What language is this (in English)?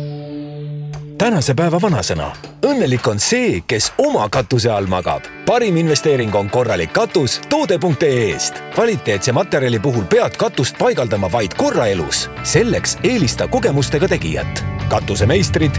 Estonian